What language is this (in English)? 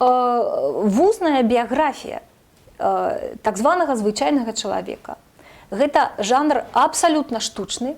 Belarusian